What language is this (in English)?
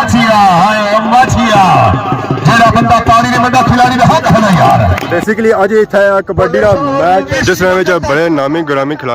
Pahari-Potwari